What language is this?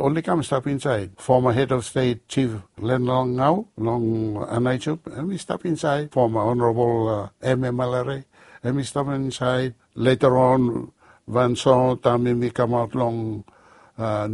Bislama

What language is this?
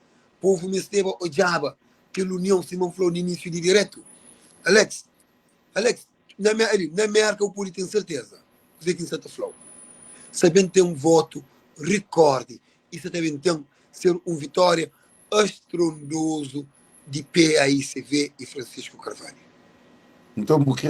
Kabuverdianu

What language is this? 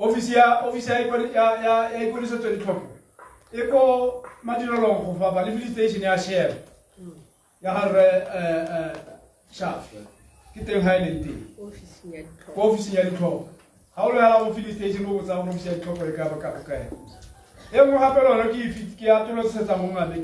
Tswana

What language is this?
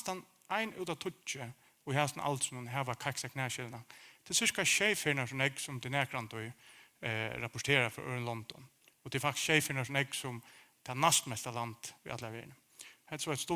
Faroese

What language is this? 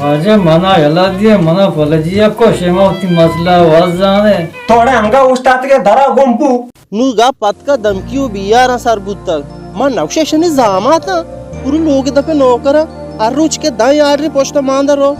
Baluchi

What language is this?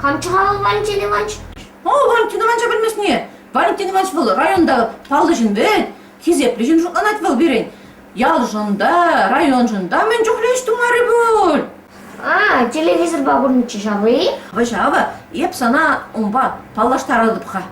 Chuvash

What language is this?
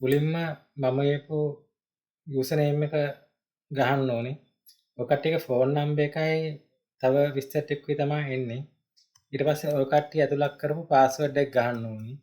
Sinhala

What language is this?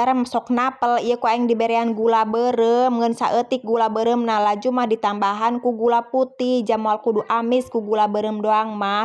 Sundanese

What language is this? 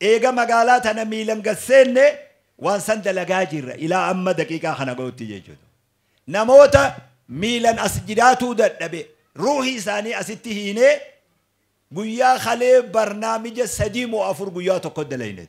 Oromo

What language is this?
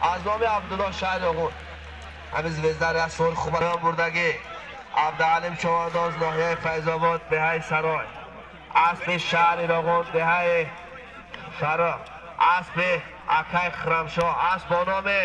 Tajik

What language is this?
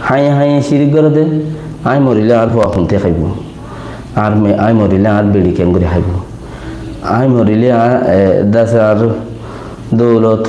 Rohingya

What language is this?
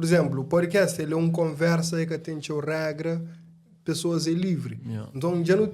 Kabuverdianu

